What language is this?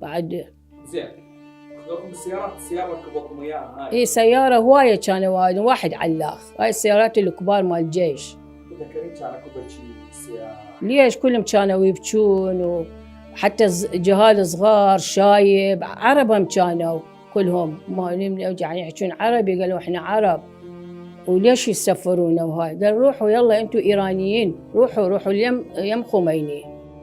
Mesopotamian Arabic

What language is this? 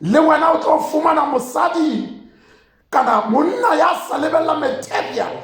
Tswana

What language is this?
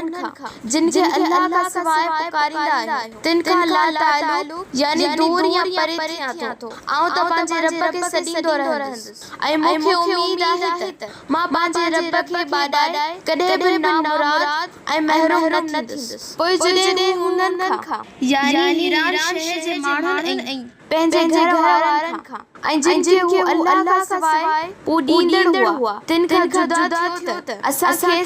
Sindhi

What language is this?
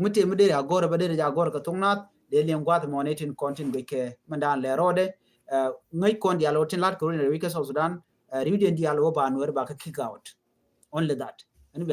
Nuer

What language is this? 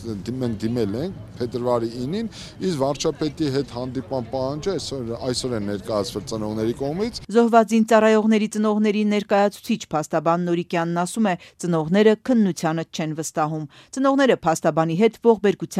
Armenian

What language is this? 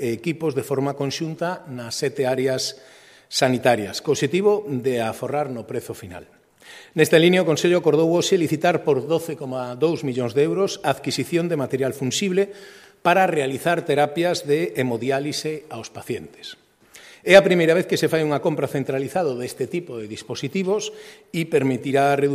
Galician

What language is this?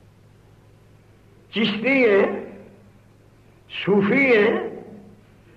Punjabi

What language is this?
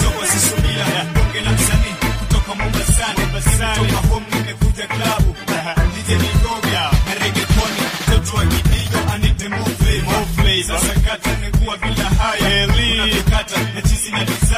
Swahili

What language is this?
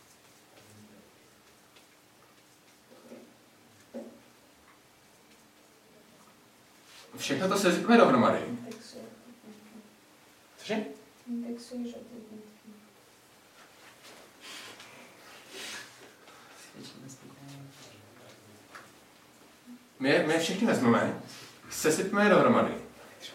Czech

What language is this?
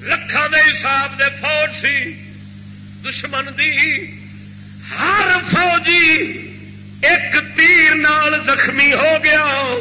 Saraiki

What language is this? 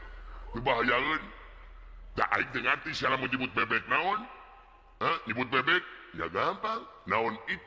Sundanese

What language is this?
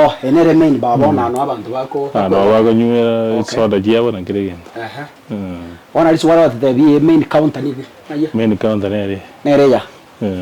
Gusii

